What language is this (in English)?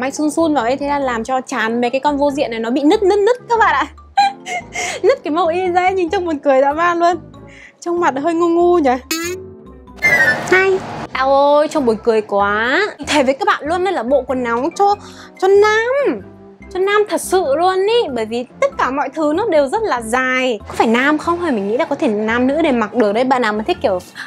Vietnamese